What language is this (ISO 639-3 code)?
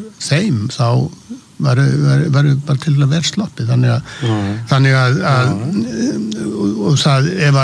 isl